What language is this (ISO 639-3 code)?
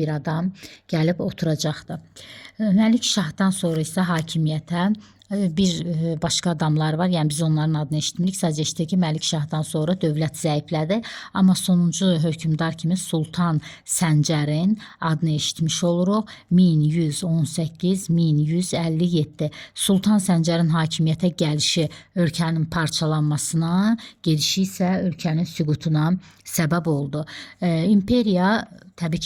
aze